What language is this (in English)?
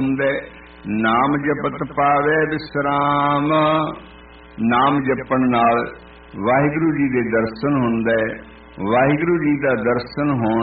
Punjabi